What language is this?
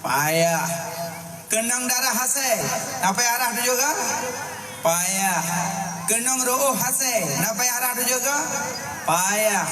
Achinese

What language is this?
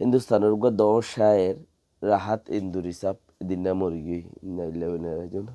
Rohingya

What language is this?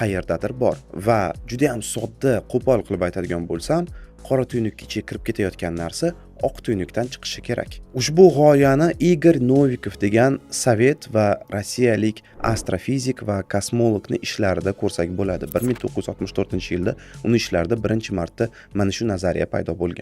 Uzbek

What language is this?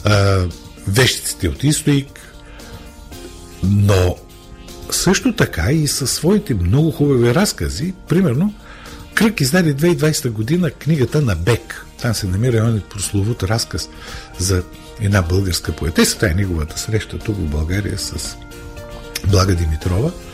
Bulgarian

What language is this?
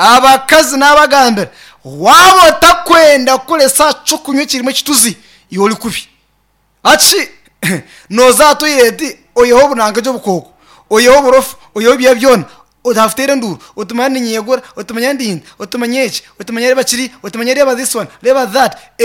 Nyankole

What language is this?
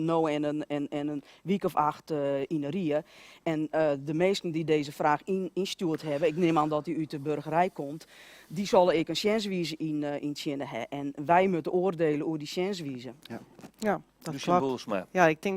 Western Frisian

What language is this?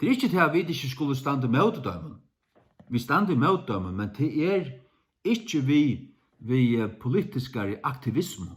Faroese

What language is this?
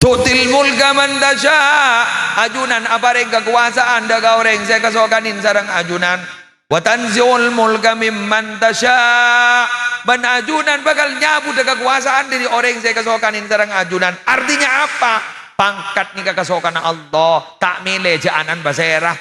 Madurese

